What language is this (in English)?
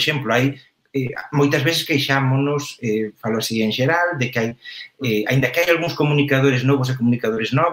Galician